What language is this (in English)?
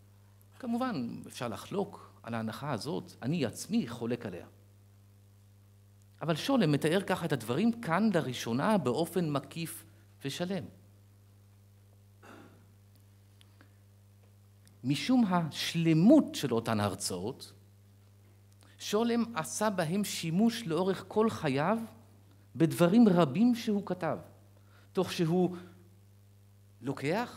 Hebrew